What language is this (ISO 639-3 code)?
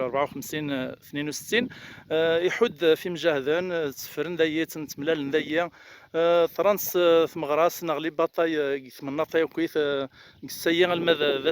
kab